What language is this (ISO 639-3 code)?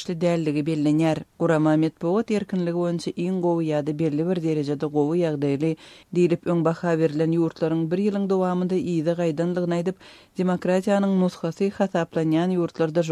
tuk